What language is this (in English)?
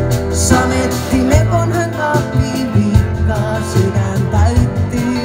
Finnish